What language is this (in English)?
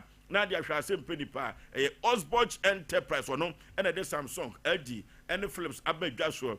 Akan